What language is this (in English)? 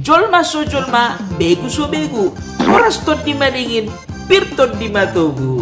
Batak Toba